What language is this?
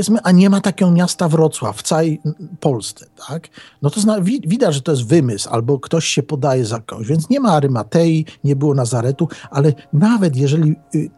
Polish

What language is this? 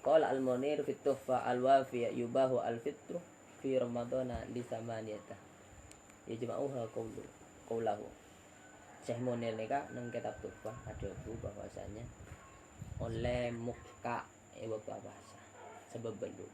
Madurese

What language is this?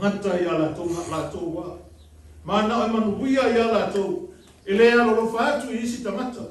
Samoan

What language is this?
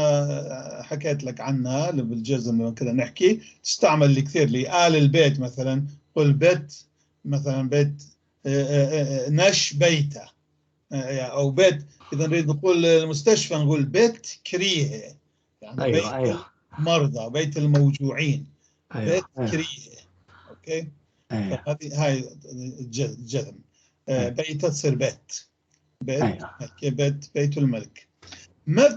North Levantine Arabic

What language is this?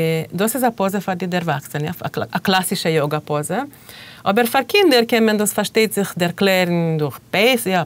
Yiddish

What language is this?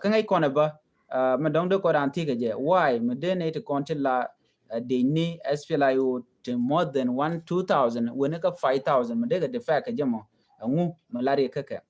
Nuer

